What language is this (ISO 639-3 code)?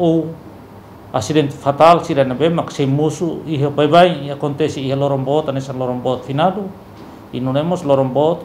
tet